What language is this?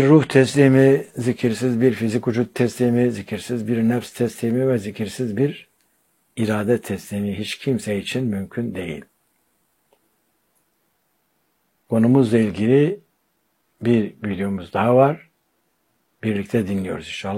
Turkish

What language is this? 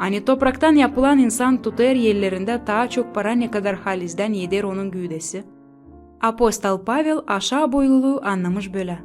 Gagauz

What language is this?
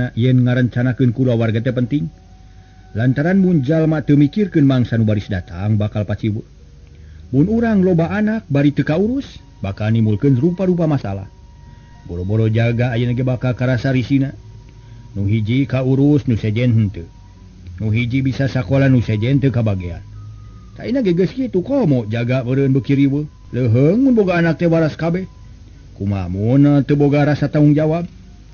Sundanese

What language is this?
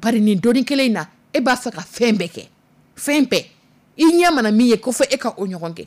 Dyula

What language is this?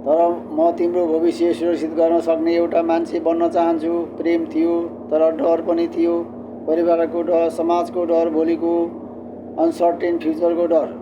Nepali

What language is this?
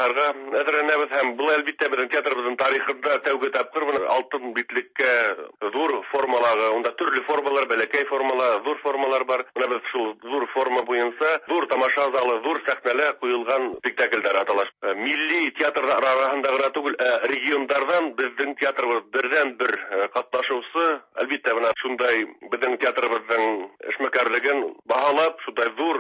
Tatar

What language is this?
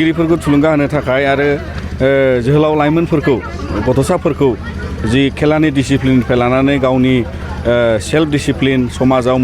Bodo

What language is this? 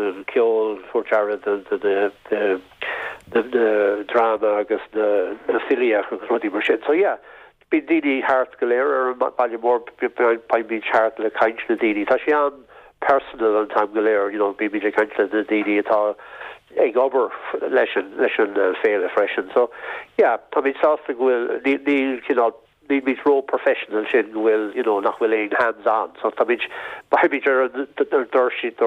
Irish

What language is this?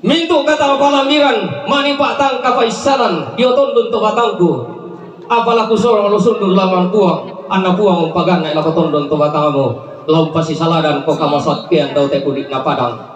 Toraja-Sa'dan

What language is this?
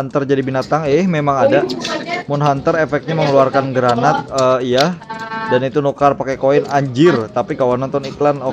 Banjar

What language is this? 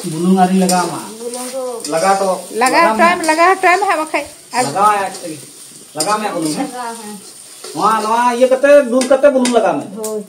Santali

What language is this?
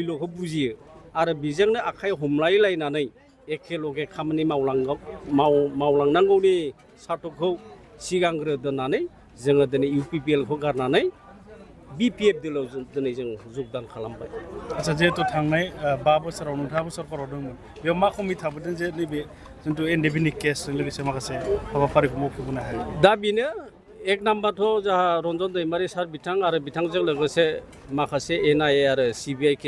Bodo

